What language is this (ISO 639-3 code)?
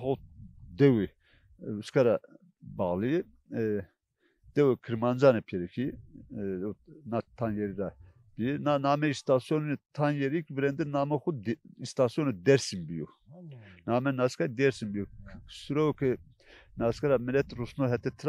zza